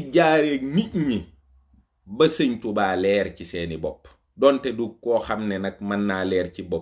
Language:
Wolof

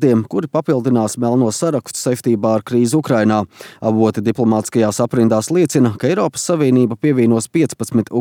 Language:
Latvian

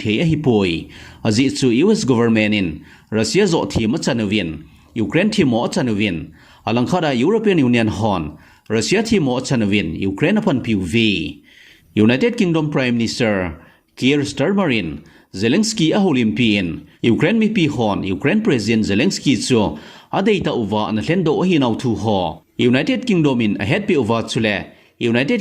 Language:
Thado Chin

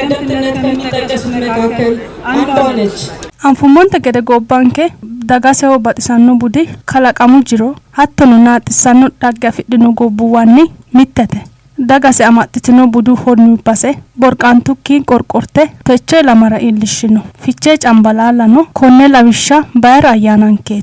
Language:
Sidamo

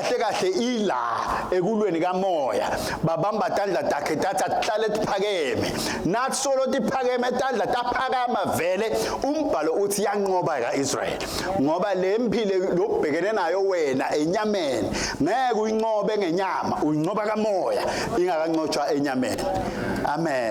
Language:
Swati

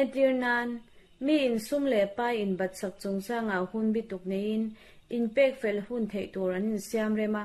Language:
Mizo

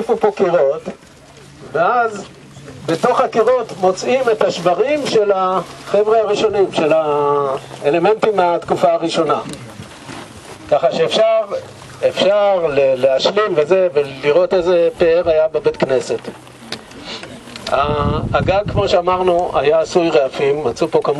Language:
Hebrew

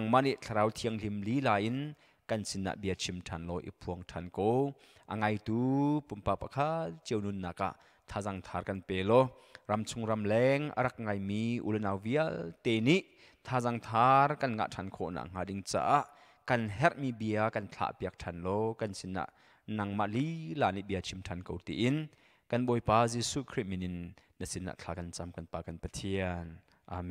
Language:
Hakha Chin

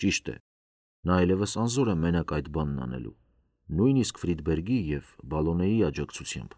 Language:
Armenian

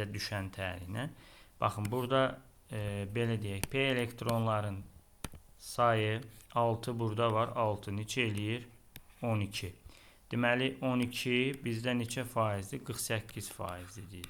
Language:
Azerbaijani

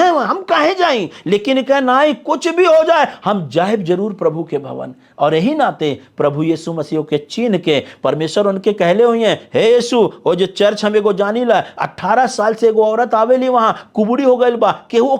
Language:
Bhojpuri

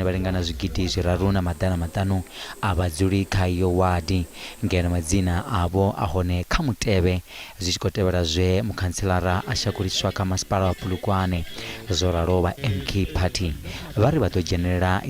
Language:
Venda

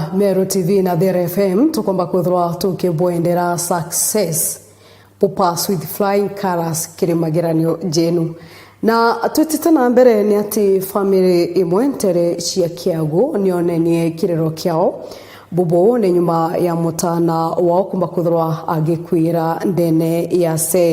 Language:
Meru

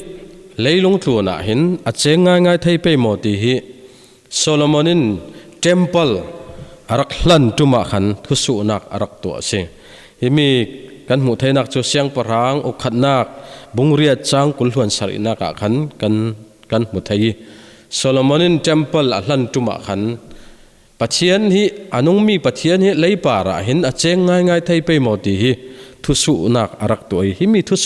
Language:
Falam Chin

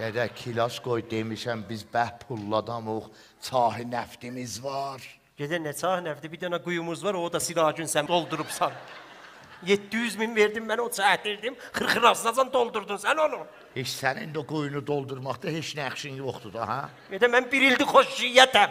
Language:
South Azerbaijani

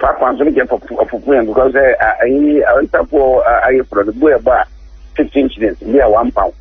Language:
Akan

